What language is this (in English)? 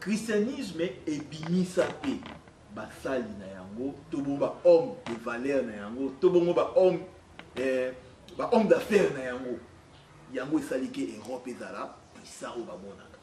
Lingala